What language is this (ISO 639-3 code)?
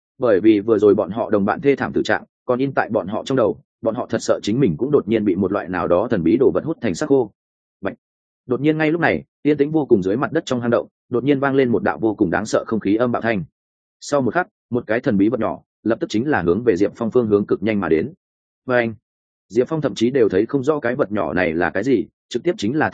vie